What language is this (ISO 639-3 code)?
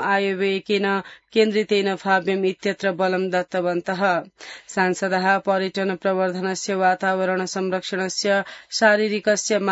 san